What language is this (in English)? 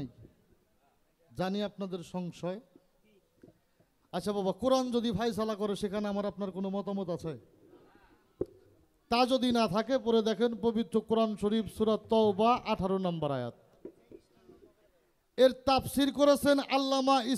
Bangla